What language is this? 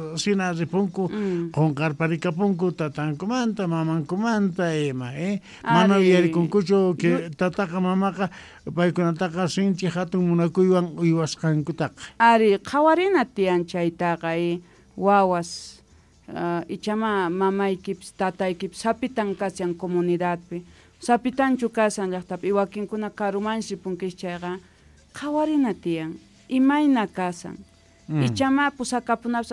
South Bolivian Quechua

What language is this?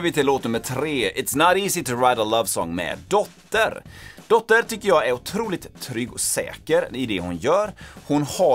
Swedish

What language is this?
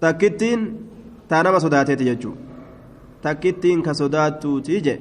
Oromo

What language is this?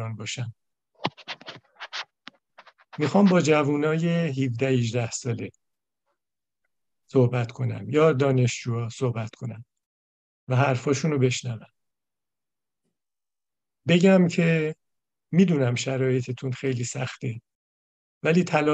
Persian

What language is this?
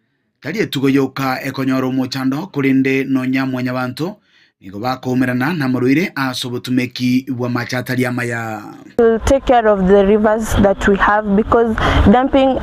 Gusii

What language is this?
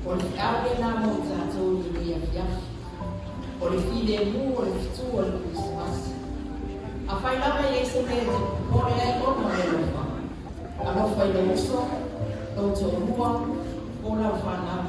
Samoan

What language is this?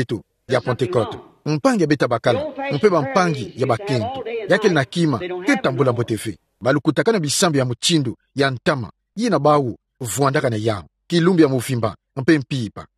Kituba (Democratic Republic of Congo)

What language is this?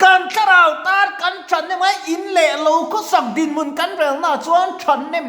Mizo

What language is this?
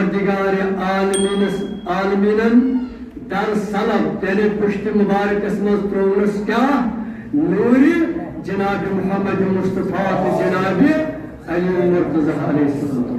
Kashmiri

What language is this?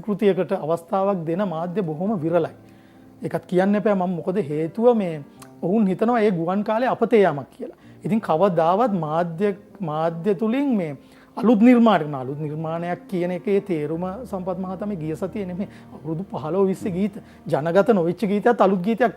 Sinhala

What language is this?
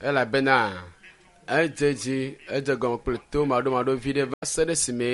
Ewe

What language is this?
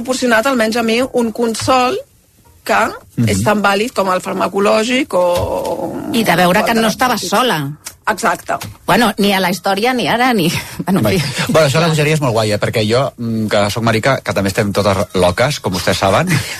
Catalan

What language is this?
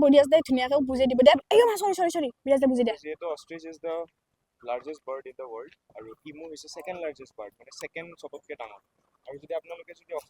Assamese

